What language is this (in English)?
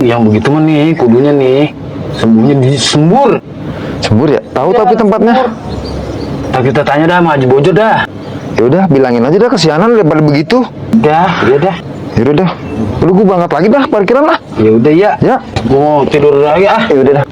Betawi